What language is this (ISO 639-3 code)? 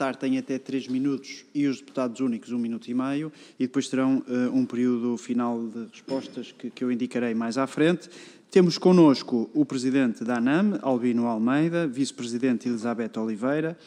por